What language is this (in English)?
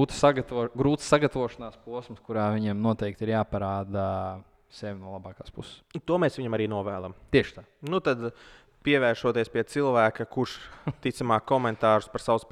Latvian